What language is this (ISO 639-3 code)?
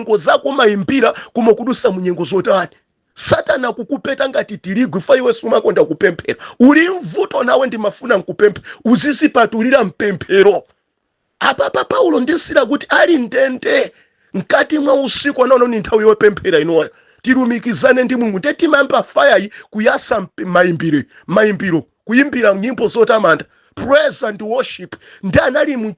nya